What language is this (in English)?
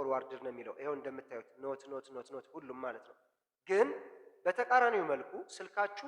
Amharic